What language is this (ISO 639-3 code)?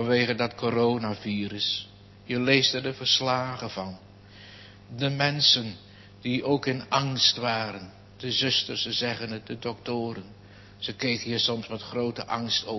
nld